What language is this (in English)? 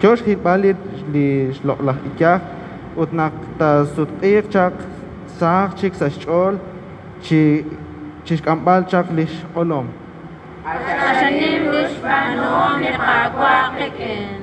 Kekchí